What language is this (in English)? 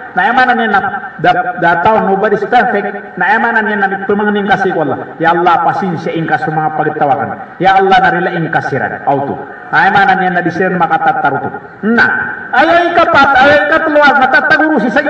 Maranao